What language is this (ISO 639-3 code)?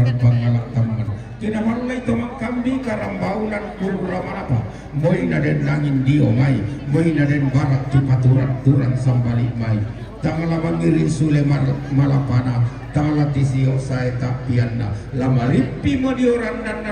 sda